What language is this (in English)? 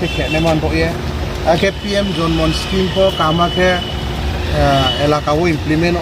Riang (India)